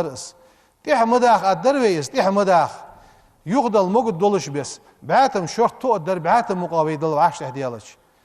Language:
Ingush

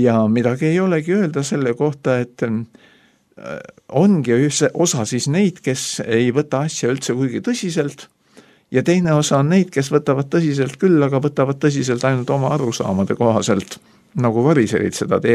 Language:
Estonian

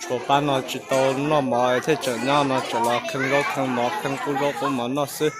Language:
Hmong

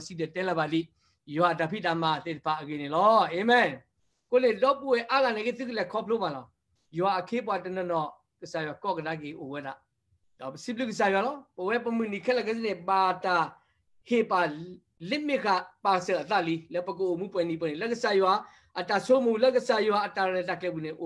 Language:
S'gaw Karen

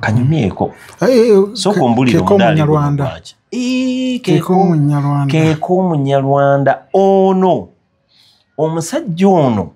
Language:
Ganda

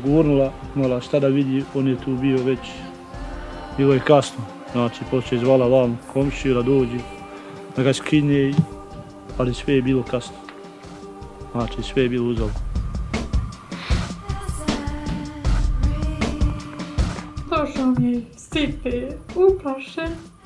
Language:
Croatian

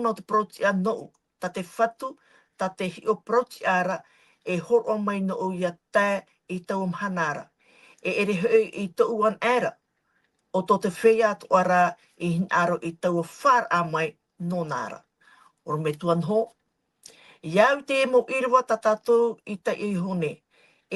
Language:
Tahitian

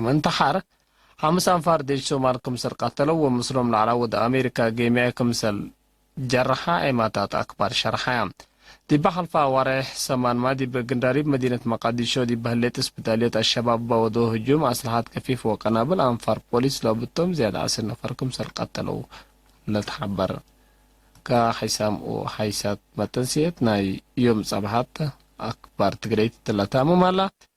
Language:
Tigre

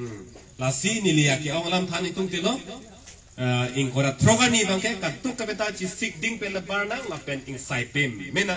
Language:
Karbi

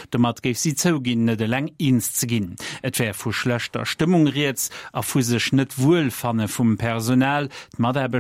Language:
Luxembourgish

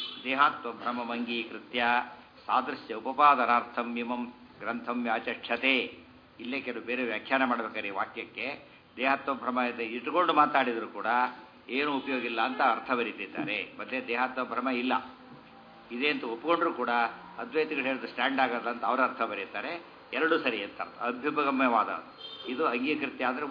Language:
Kannada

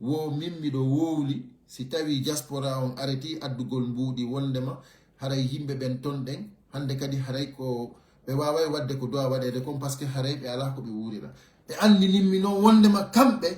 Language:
Pular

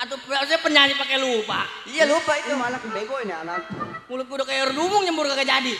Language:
Betawi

